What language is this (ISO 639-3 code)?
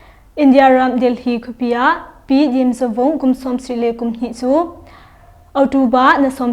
cnh